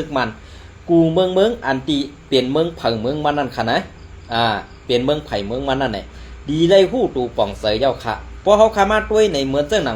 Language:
Shan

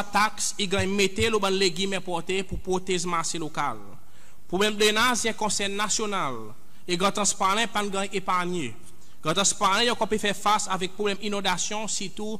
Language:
Seselwa Creole French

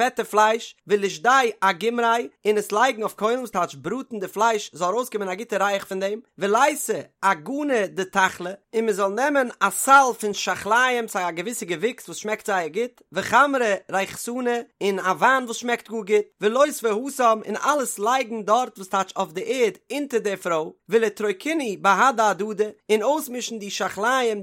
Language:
Yiddish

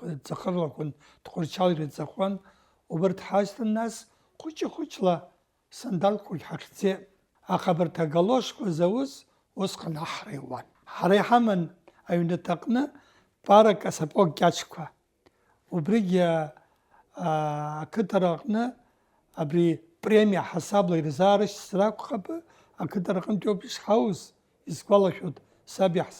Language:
Abkhazian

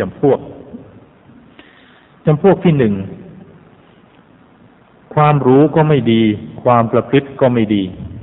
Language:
Thai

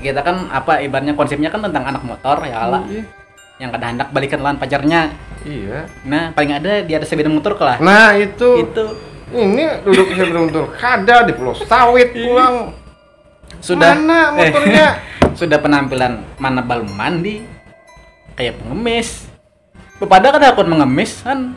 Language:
Banjar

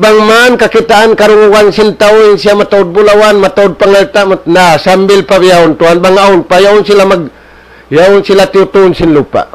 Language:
Tausug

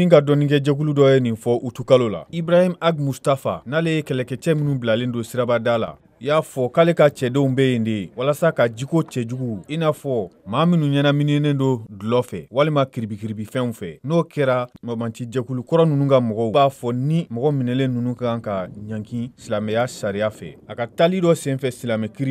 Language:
Bambara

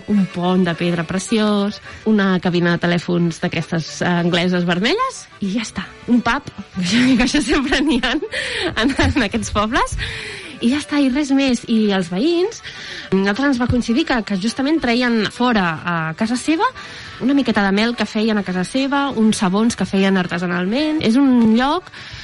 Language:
Catalan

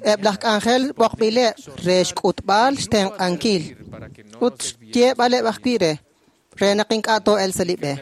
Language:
Kekchí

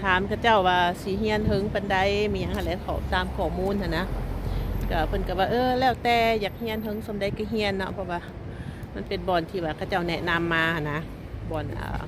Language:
Lao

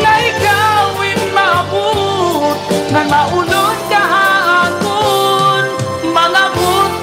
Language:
Waray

